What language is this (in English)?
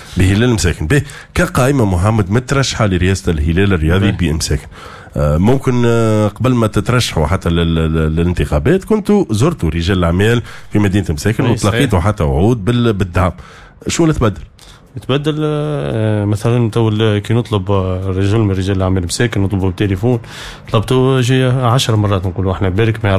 Tunisian Arabic